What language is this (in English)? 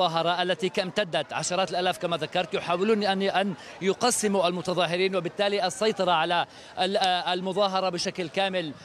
Arabic